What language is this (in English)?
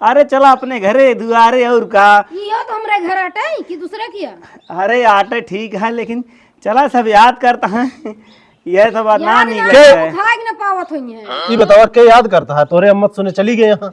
Awadhi